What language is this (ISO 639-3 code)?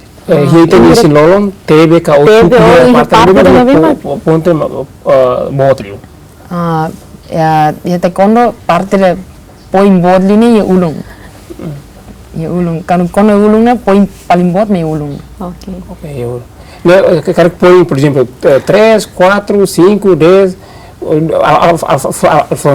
tet